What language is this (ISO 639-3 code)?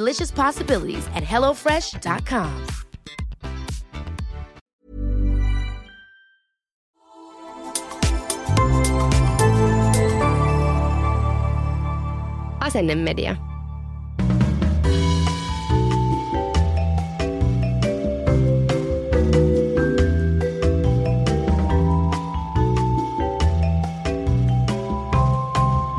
fin